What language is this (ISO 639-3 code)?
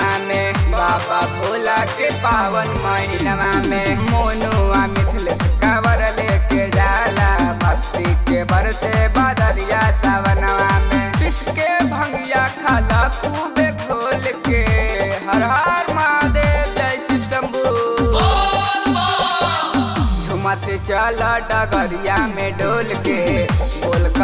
bho